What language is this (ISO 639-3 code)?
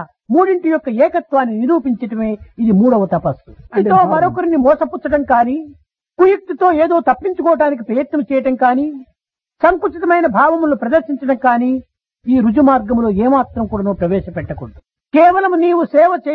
tel